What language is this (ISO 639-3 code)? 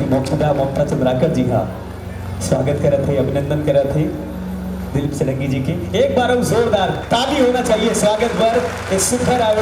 hne